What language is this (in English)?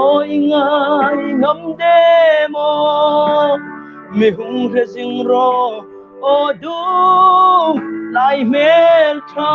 Hmar